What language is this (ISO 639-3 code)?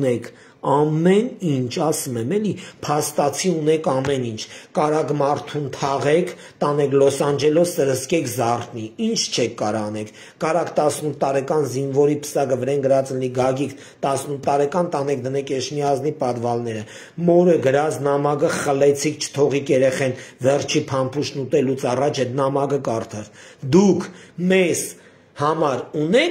hye